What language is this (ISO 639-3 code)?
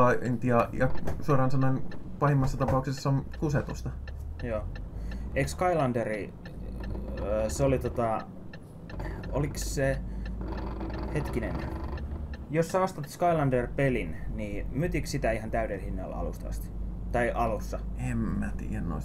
fin